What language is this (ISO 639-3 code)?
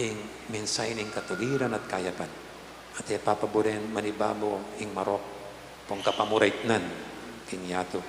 pam